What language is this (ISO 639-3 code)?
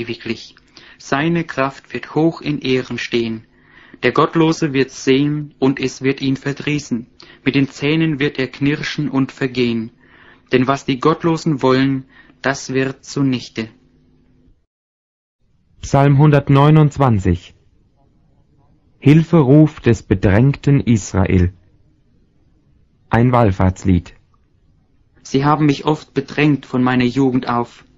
deu